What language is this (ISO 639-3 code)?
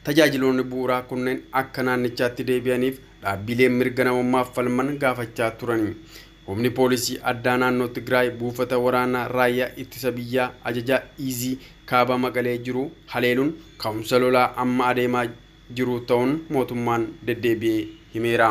orm